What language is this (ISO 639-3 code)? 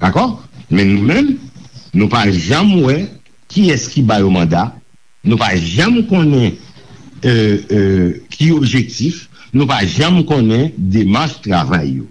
hat